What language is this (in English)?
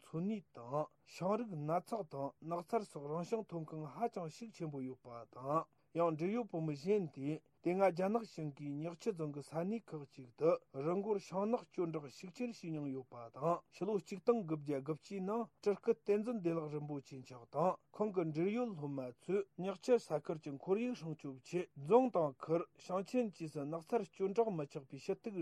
Tibetan